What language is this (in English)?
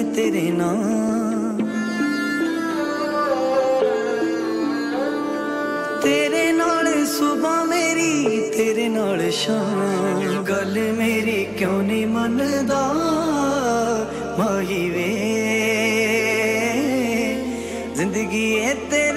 Punjabi